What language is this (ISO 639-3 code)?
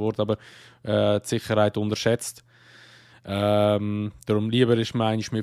gsw